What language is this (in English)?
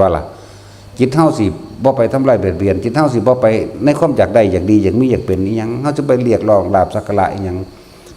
Northeastern Thai